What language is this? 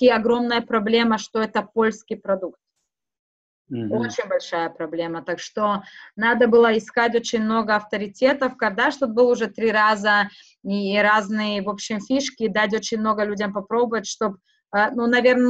Russian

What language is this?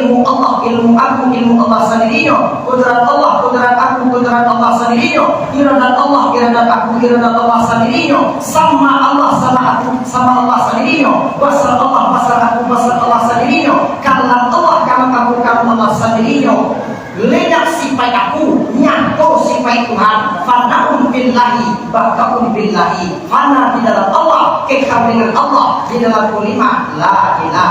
Minangkabau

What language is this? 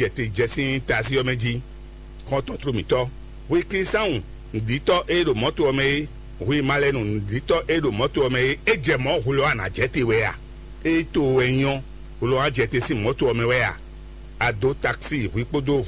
Fon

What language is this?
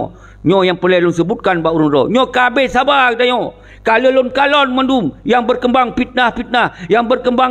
Achinese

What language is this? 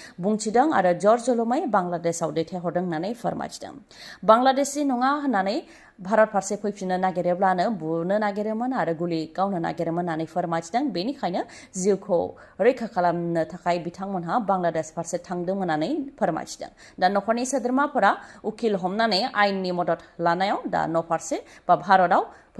Bodo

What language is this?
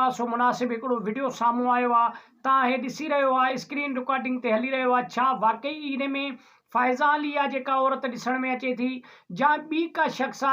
Sindhi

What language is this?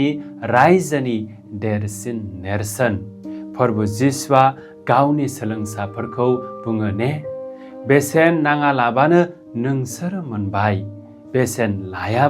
Bodo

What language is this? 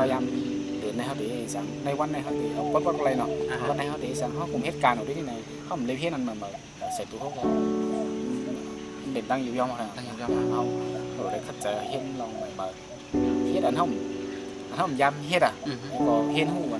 Shan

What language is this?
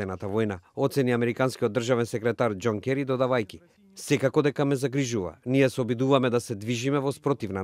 Macedonian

